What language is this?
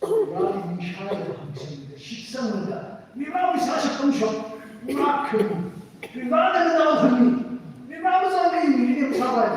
Tangkhul Naga (India)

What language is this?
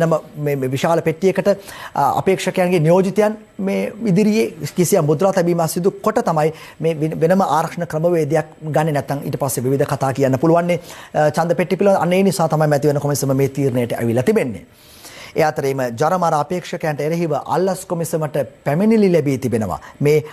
Sinhala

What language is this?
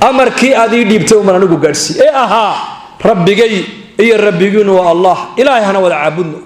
Somali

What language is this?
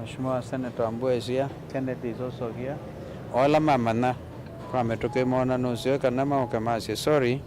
Kamba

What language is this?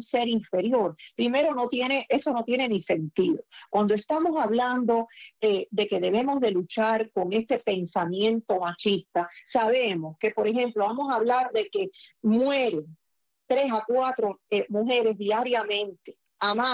Spanish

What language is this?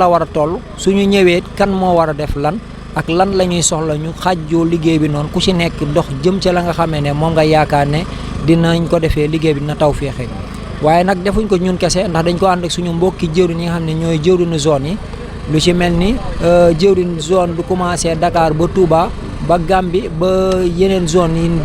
Wolof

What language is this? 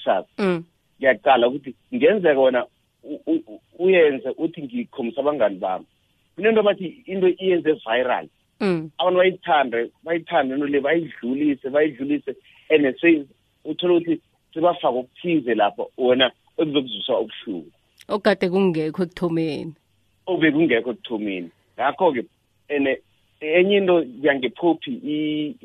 South Ndebele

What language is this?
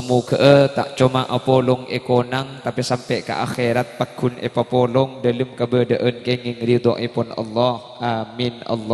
Madurese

